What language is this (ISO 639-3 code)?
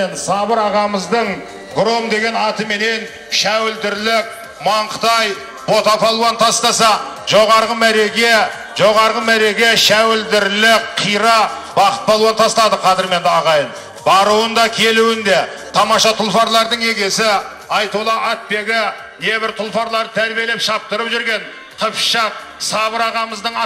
kaz